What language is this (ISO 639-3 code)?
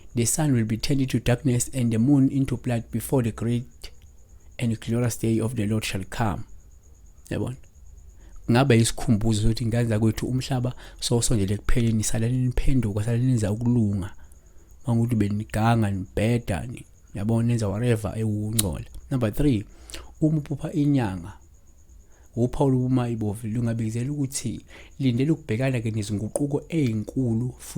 zul